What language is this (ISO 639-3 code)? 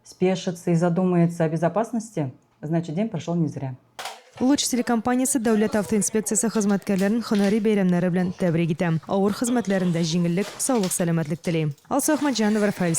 tat